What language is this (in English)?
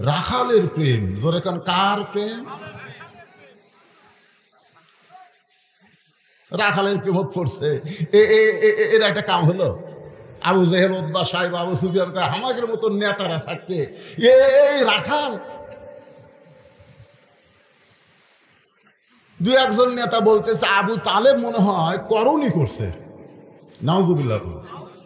Bangla